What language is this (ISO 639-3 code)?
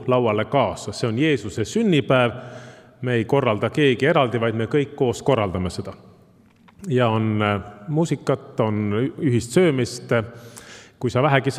est